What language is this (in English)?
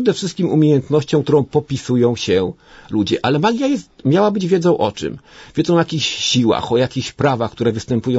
Polish